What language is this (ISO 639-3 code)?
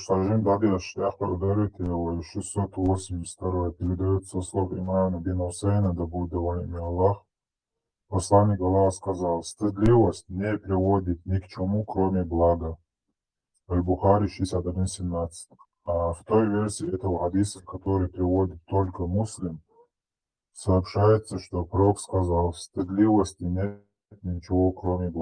che